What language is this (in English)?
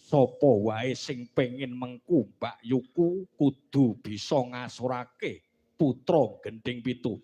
Javanese